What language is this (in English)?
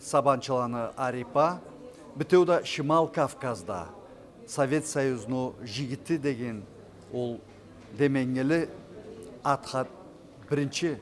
Karachay-Balkar